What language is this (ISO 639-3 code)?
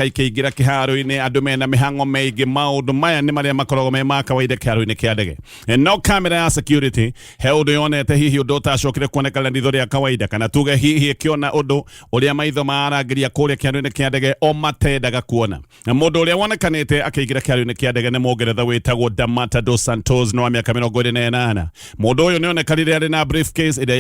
kik